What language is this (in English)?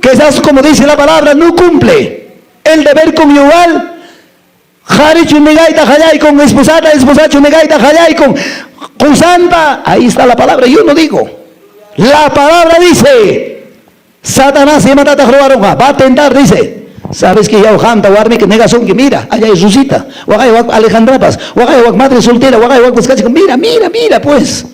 Quechua